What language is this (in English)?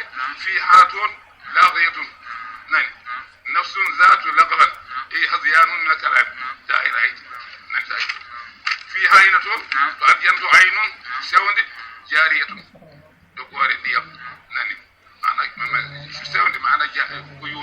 Fula